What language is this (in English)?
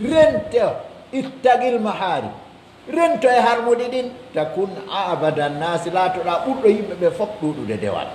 Pular